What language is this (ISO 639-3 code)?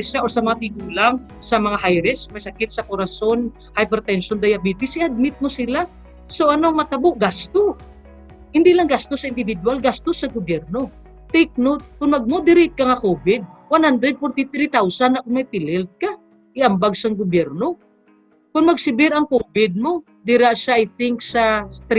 hil